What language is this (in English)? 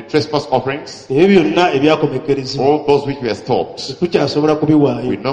Ganda